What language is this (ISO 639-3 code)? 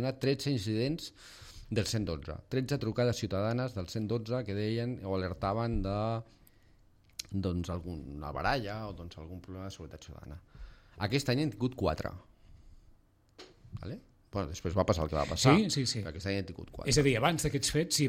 cat